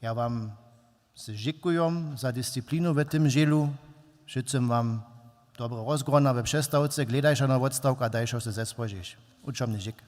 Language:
Upper Sorbian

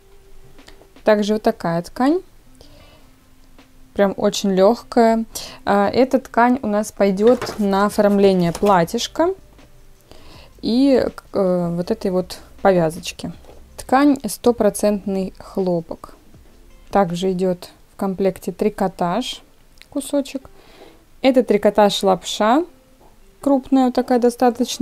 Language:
Russian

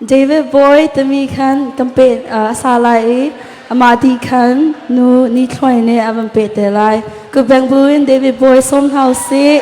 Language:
Hakha Chin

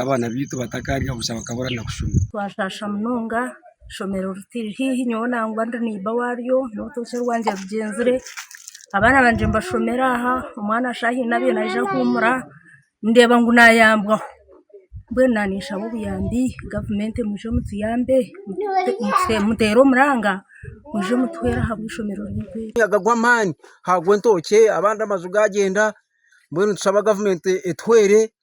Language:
Nyankole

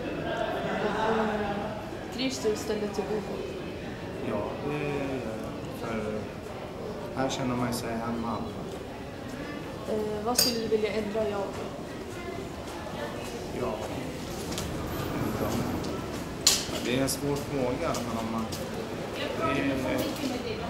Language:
Swedish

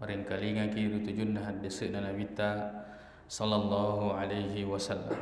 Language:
Buginese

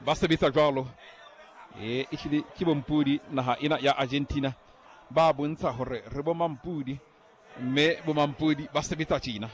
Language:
Southern Sotho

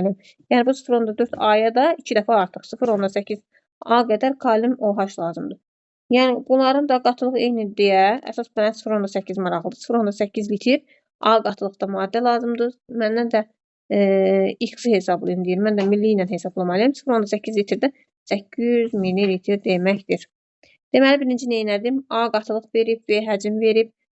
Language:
Azerbaijani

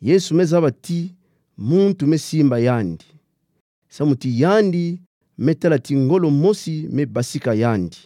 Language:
Kituba (Democratic Republic of Congo)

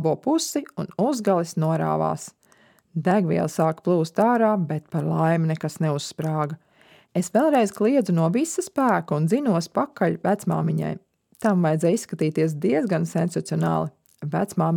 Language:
Latvian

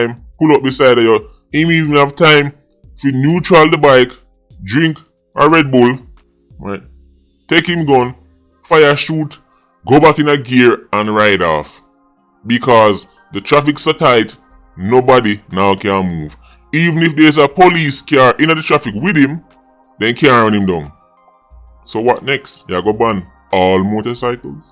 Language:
Jamaican Creole English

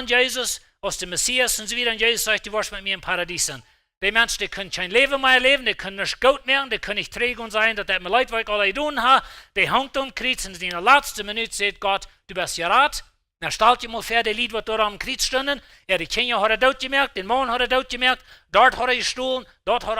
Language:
Plautdietsch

